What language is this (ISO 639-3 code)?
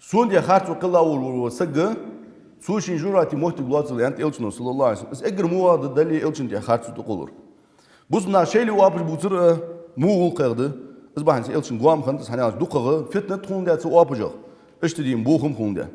inh